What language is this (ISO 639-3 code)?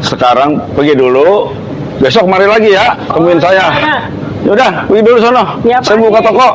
bew